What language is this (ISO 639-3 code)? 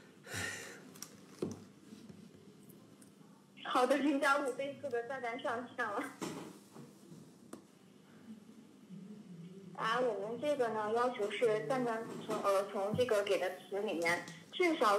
zho